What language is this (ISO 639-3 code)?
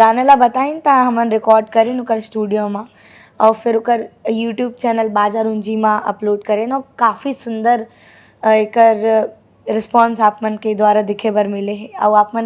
hne